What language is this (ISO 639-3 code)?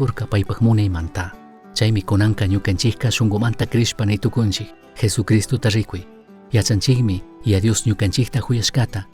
qug